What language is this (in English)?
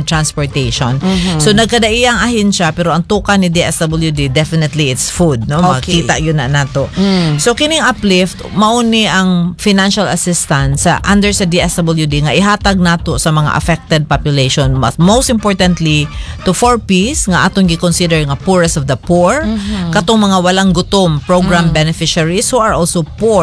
Cebuano